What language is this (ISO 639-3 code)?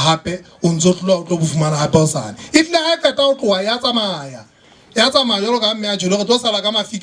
sot